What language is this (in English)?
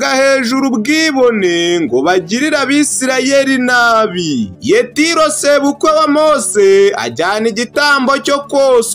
Kinyarwanda